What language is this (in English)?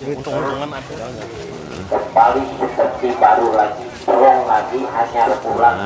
Banjar